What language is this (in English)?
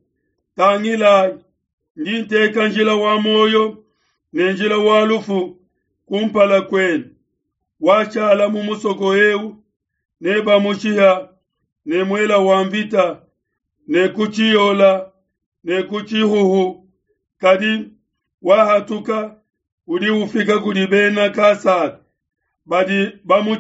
Luba-Lulua